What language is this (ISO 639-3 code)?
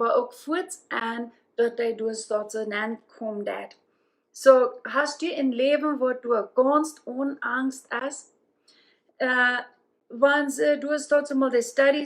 pdt